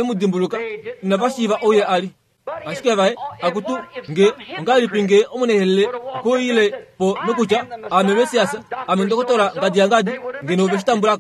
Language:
Kuanyama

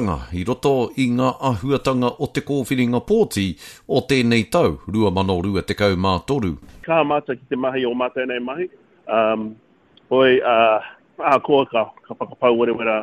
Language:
Māori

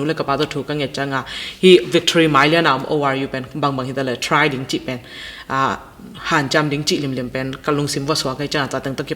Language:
Tedim Chin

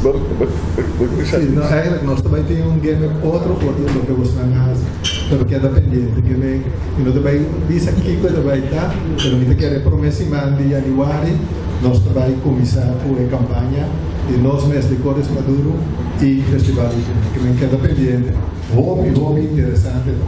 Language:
Papiamento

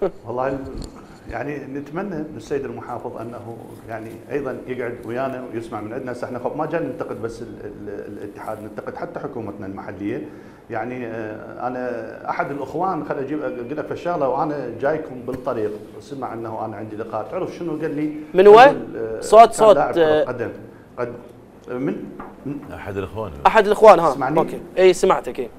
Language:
Mesopotamian Arabic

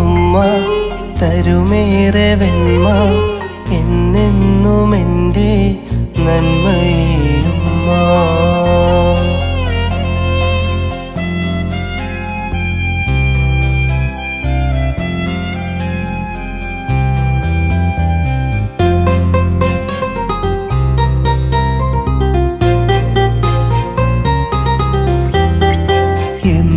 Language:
Malayalam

